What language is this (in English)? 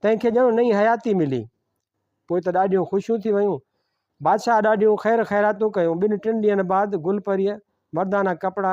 Sindhi